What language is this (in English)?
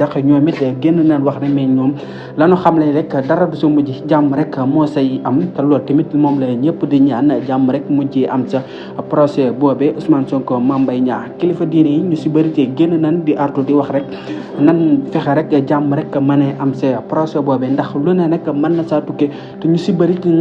Wolof